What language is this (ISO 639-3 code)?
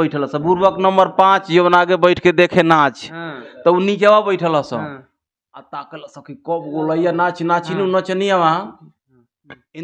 bho